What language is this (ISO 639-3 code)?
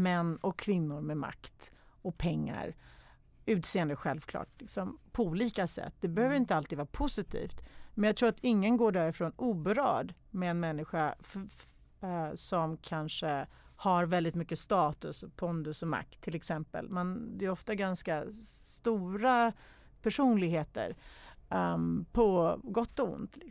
swe